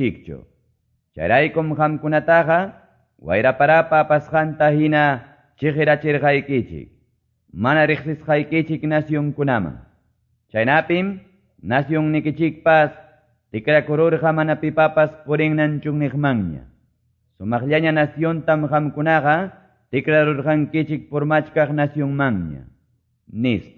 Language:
Quechua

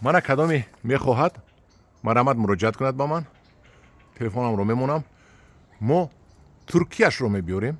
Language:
Tajik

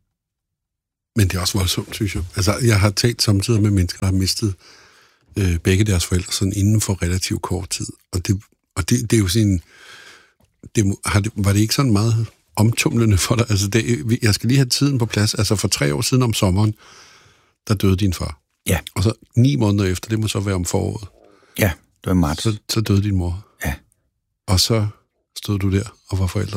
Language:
Danish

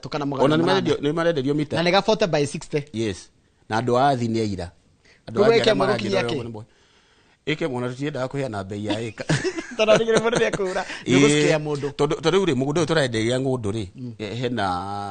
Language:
Kikuyu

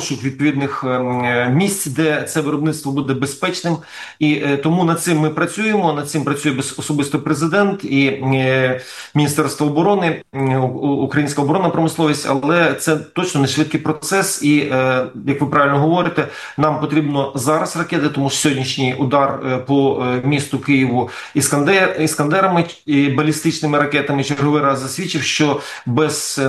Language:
Ukrainian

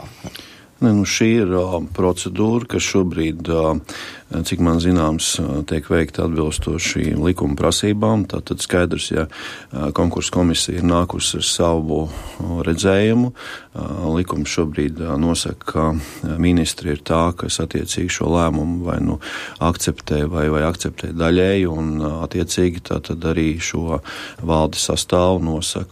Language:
Latvian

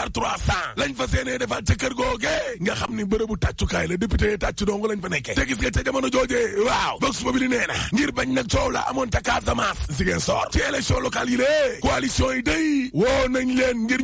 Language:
Wolof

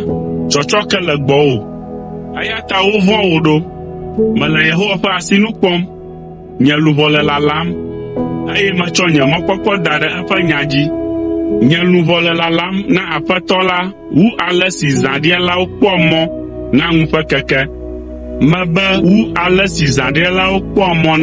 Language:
Ewe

